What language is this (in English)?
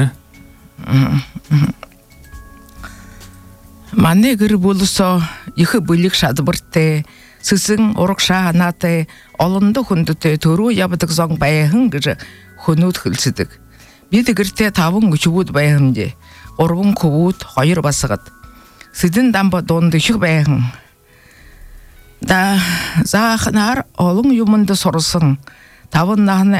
Buriat